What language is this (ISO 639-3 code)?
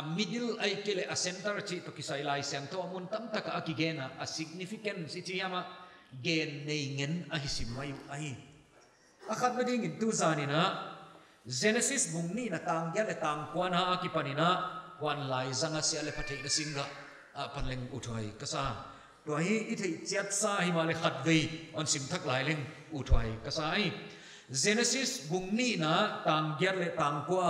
pck